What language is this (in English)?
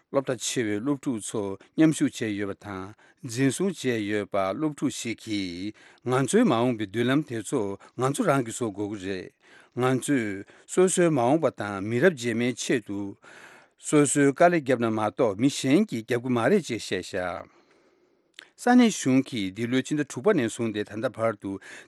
Tibetan